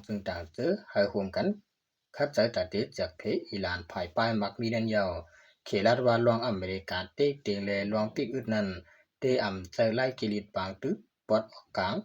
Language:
Shan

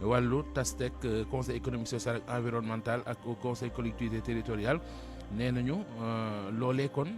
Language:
Wolof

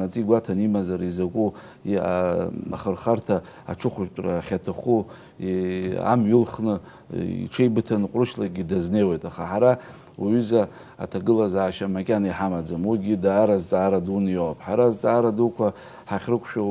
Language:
Abkhazian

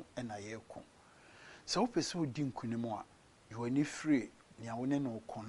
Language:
Akan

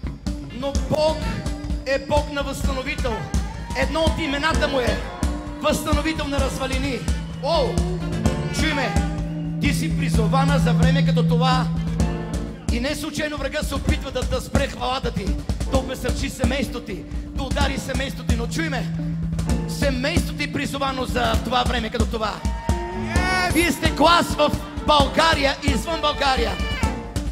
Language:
Bulgarian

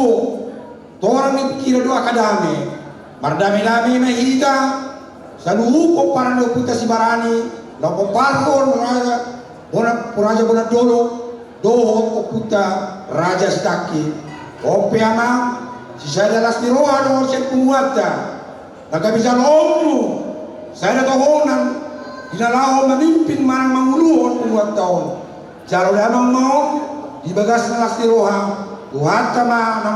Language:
Batak Toba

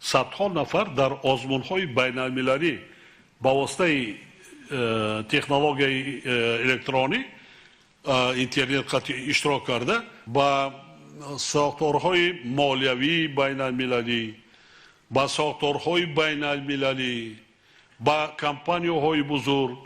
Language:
Tajik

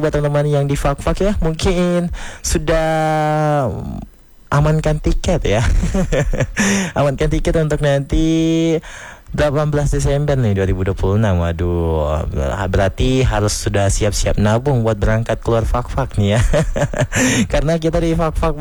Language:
Indonesian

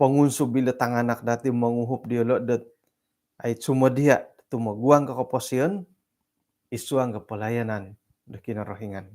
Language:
Central Dusun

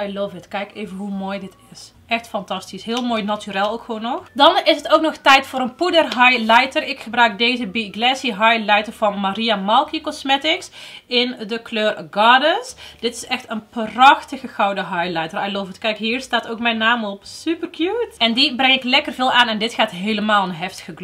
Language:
Dutch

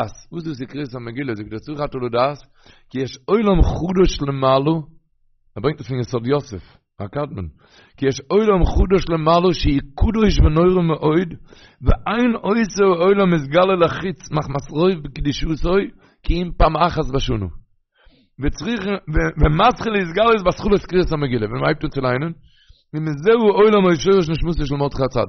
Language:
Yiddish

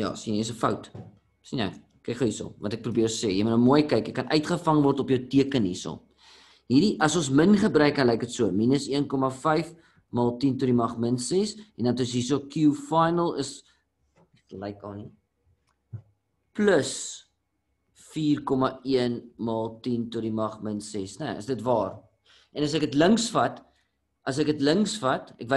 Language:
Afrikaans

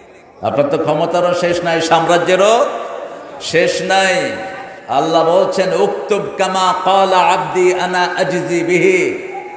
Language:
Bangla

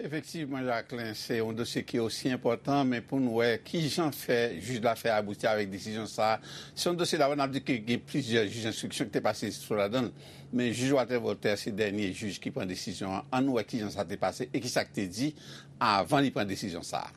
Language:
Haitian Creole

